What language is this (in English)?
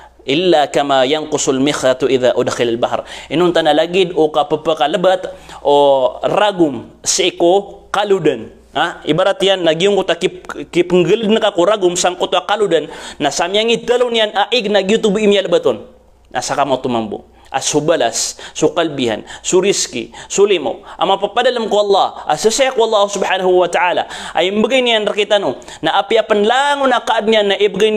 Maranao